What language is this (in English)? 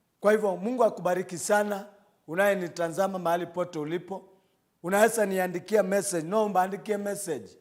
Kamba